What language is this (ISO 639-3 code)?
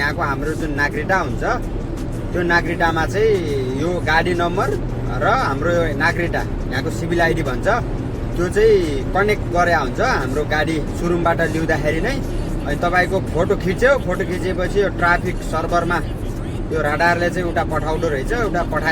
nep